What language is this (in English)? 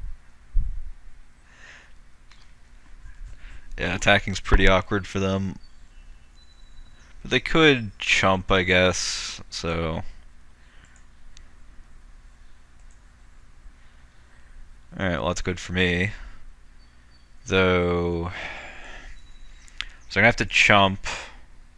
English